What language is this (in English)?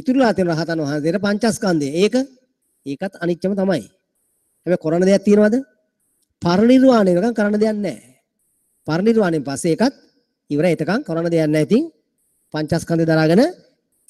Sinhala